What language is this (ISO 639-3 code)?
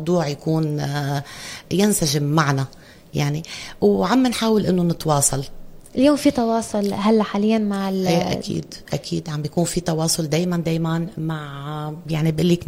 apc